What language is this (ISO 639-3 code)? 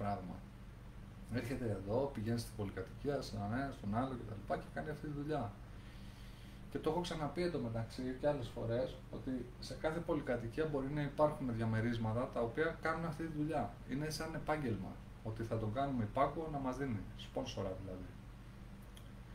ell